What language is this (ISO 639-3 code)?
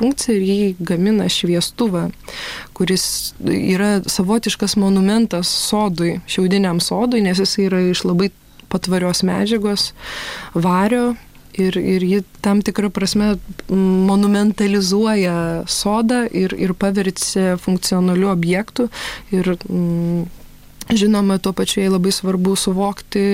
lit